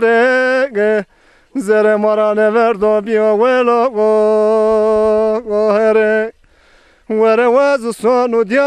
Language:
Zaza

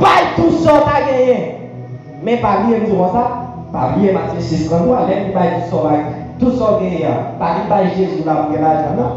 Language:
Haitian Creole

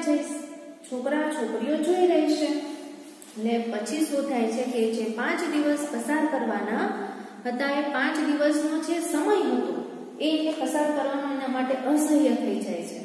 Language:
Gujarati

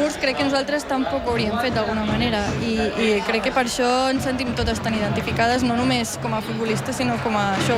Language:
Catalan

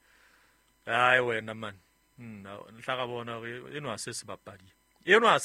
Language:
Southern Sotho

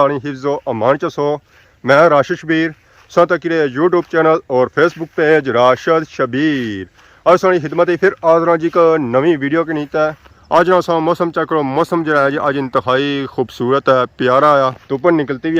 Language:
Pahari-Potwari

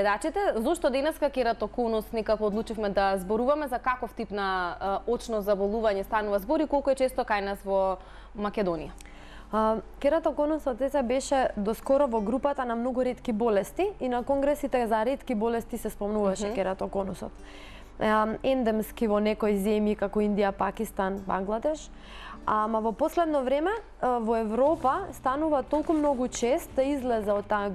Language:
Macedonian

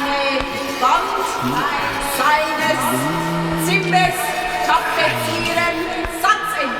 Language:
Swiss German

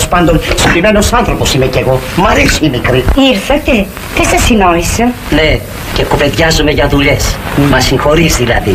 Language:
Greek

